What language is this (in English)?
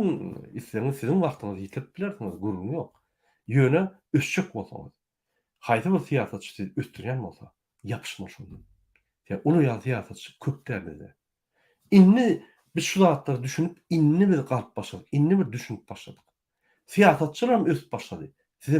Turkmen